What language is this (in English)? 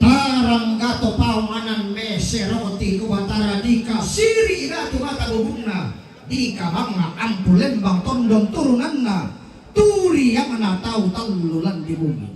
Toraja-Sa'dan